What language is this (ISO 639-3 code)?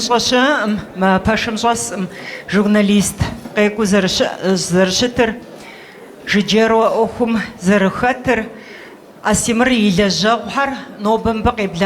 kbd